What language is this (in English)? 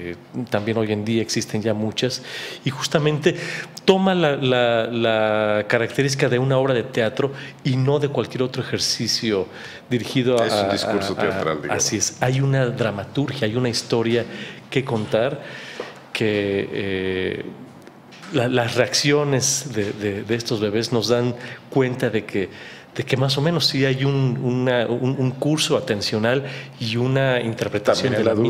Spanish